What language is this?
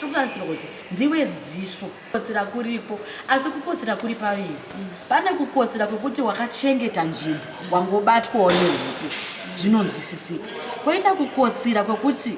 Shona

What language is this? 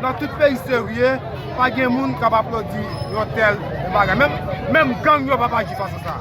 Haitian Creole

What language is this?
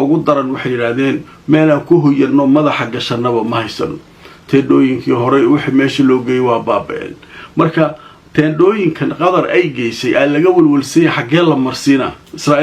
Somali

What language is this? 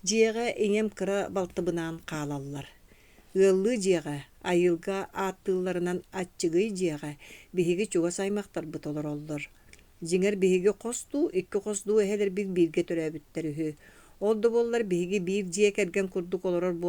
Yakut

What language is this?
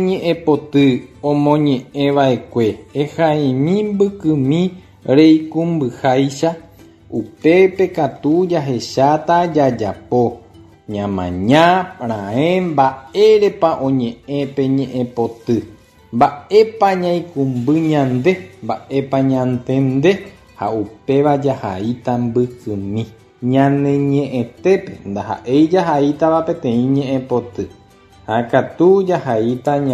Guarani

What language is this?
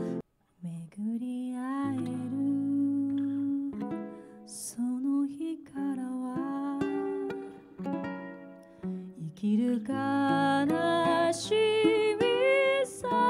Japanese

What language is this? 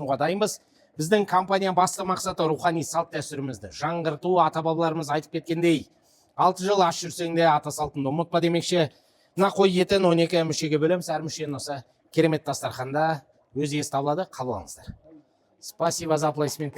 Kazakh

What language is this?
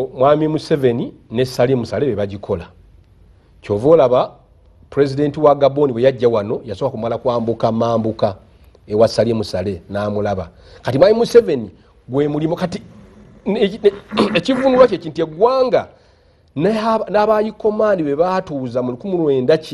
Ganda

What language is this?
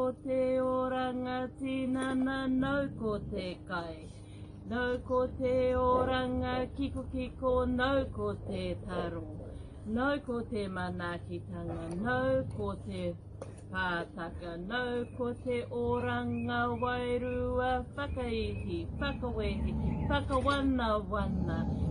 Māori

